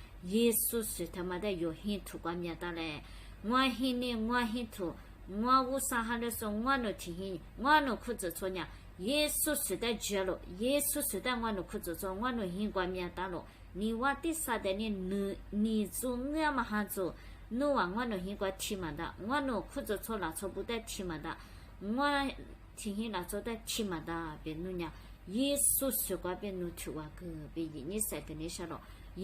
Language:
Lisu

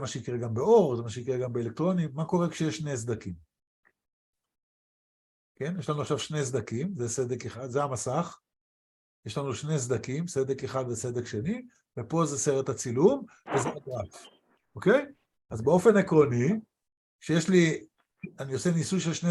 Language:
Hebrew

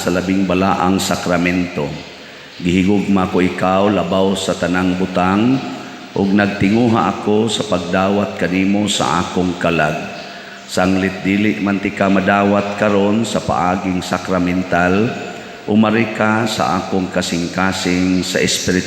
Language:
Cebuano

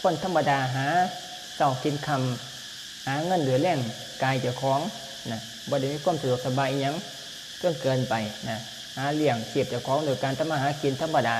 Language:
Lao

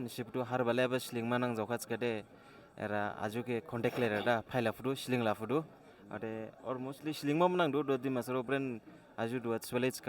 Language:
Dimasa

